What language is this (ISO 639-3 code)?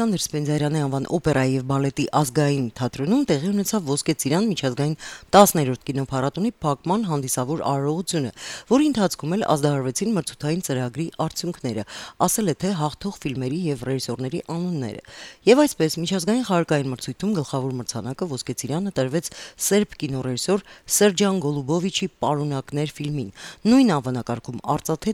hye